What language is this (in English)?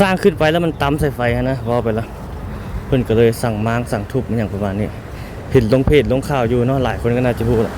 Lao